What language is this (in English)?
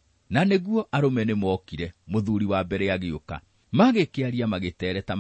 Kikuyu